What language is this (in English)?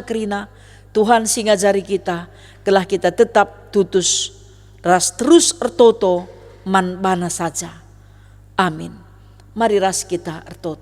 Batak Karo